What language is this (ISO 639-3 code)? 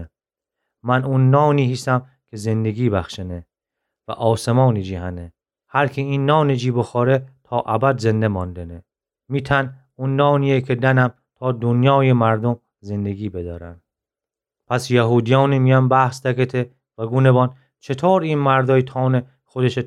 glk